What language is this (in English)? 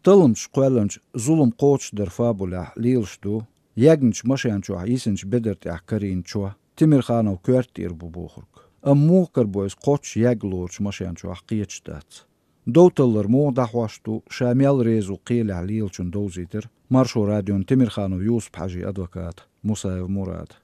Chechen